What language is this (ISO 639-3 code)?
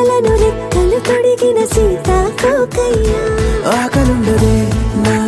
tel